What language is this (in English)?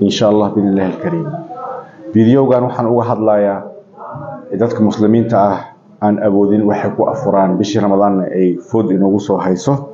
Somali